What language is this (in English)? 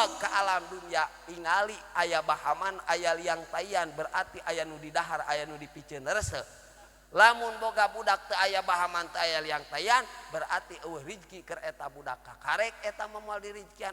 Sundanese